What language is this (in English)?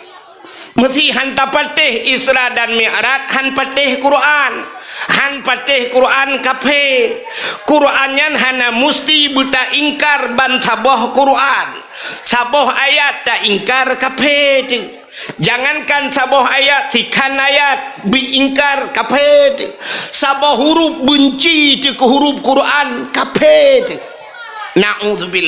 Achinese